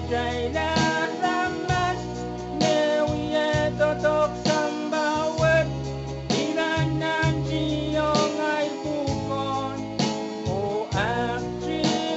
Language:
Pohnpeian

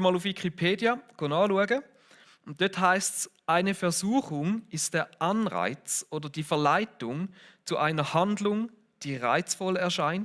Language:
Swiss German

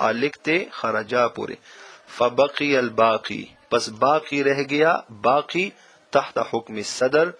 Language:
Pashto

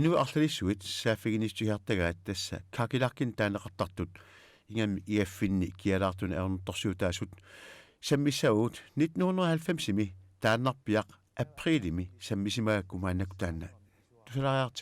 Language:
Kalaallisut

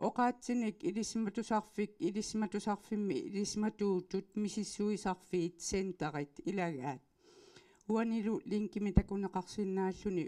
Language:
Kalaallisut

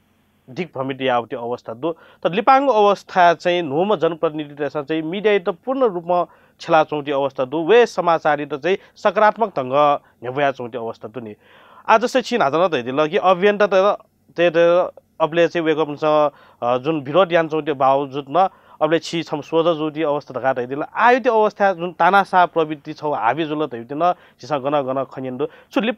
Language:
Newari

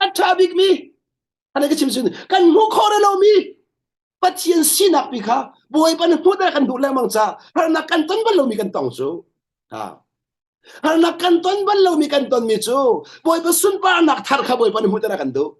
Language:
Hakha Chin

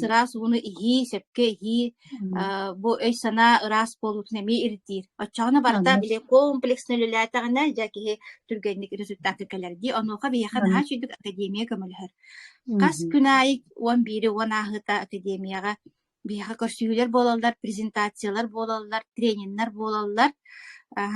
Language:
Yakut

